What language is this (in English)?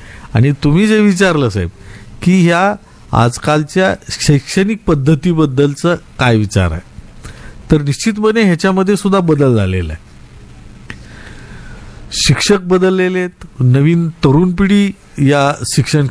Marathi